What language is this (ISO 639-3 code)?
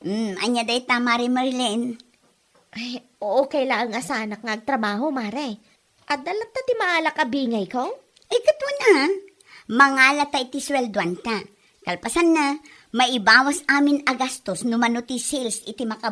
ilo